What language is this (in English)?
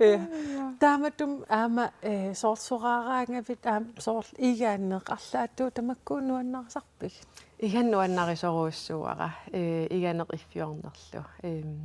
Kalaallisut